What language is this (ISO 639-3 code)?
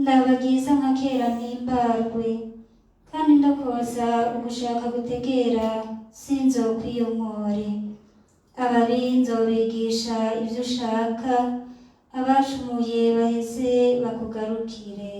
run